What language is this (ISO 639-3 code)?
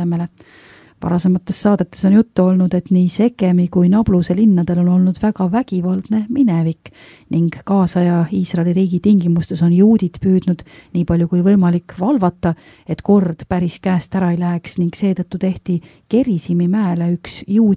est